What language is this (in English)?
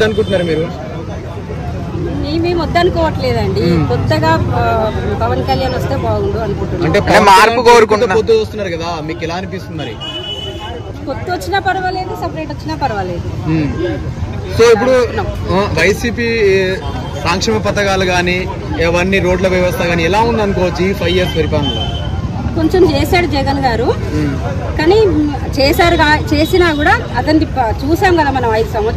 Telugu